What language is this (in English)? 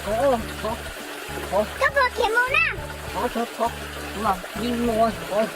Hmong